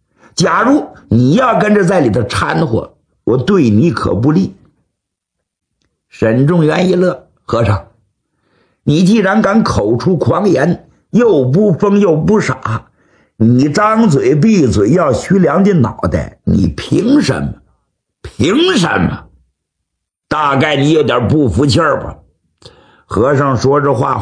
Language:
Chinese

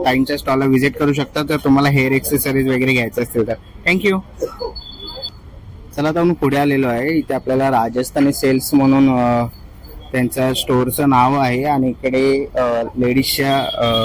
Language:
Marathi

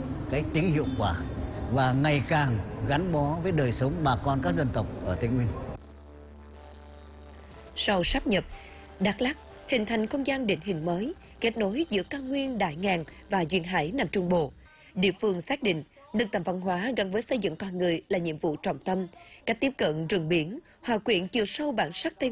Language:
Vietnamese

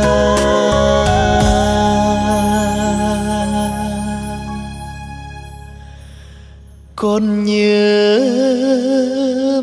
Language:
Vietnamese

